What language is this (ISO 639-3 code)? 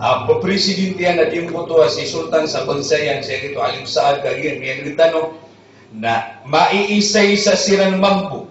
mrw